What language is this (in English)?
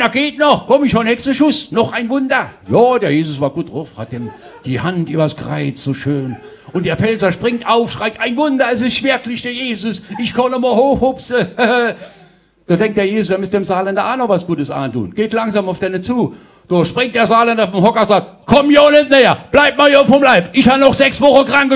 Palatine German